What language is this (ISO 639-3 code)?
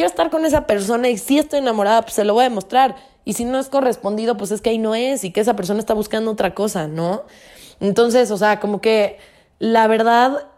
spa